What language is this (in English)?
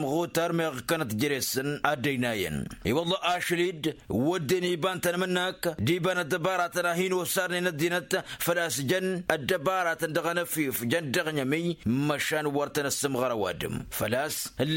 Tamasheq